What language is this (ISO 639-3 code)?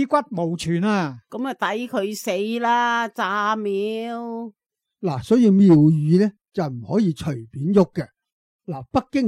yue